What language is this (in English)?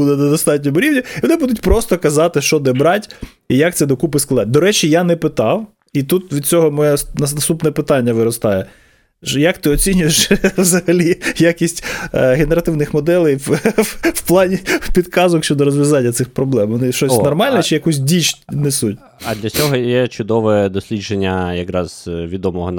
Ukrainian